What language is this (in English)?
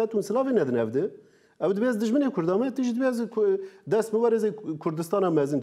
Kurdish